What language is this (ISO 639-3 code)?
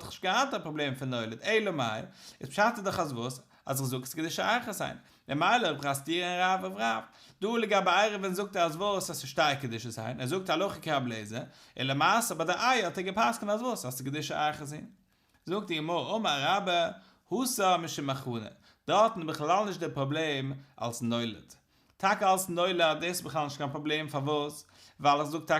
yid